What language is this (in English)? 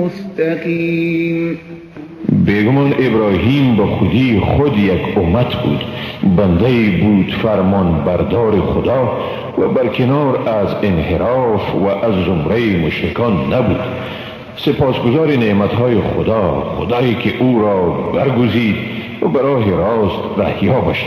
Persian